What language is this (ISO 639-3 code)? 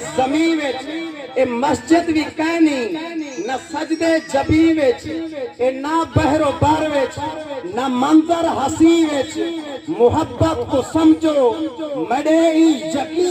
skr